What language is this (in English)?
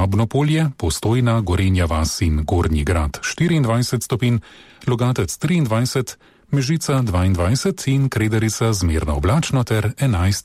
Slovenian